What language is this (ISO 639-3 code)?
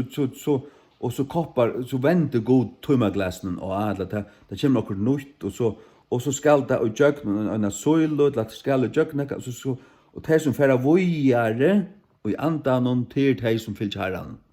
fao